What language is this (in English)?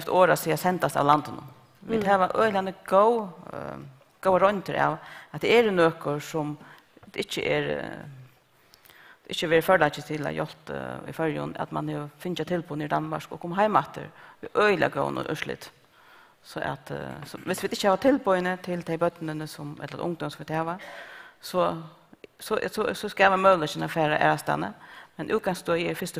Faroese